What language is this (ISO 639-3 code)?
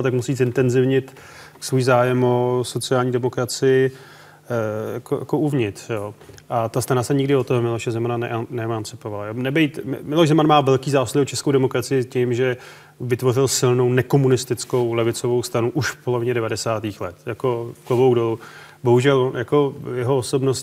ces